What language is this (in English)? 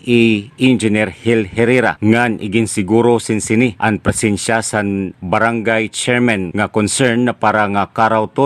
Waray